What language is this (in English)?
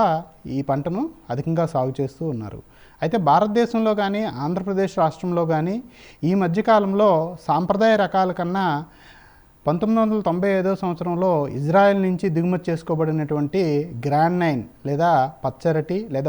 Telugu